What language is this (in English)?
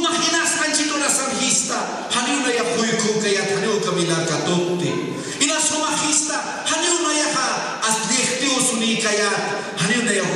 Aymara